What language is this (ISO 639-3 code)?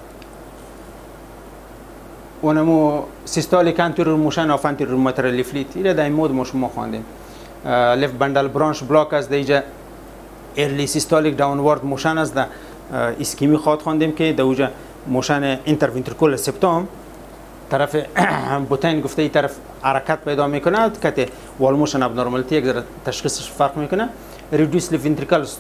fas